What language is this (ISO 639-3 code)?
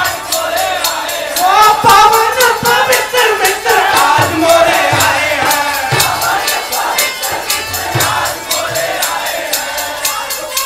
hin